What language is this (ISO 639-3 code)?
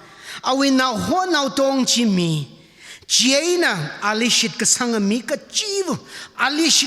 nmf